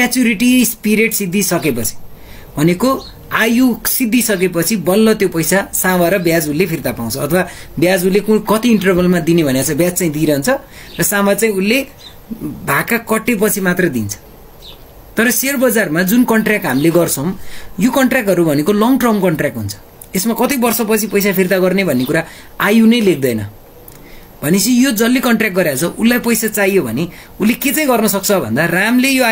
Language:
Nepali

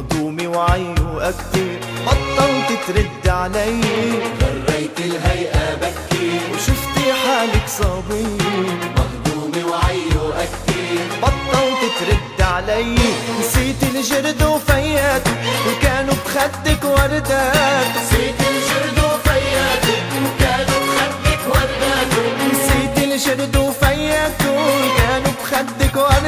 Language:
North Levantine Arabic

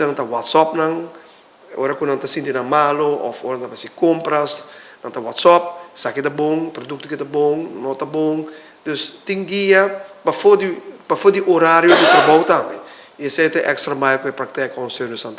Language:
Papiamento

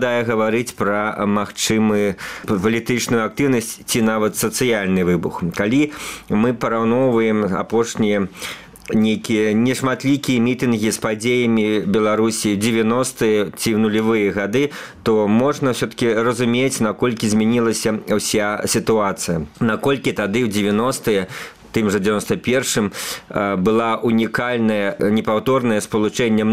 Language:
Belarusian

